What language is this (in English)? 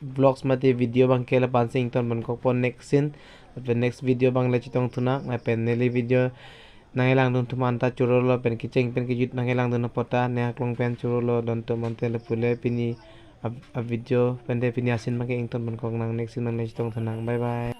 Karbi